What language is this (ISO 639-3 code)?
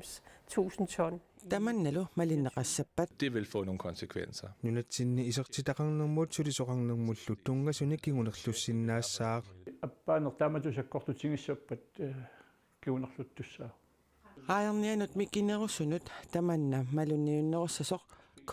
kal